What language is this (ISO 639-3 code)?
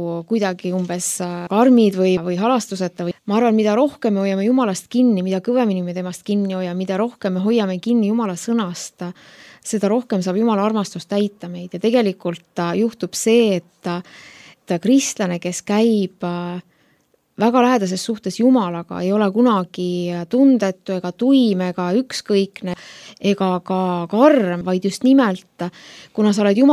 est